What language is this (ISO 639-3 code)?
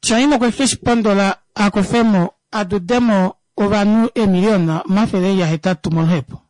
kua